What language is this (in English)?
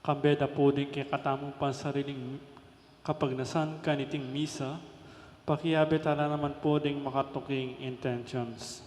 Pampanga